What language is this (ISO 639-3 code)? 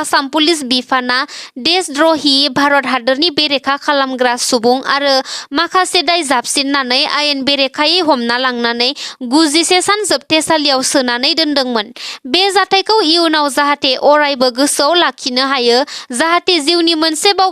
brx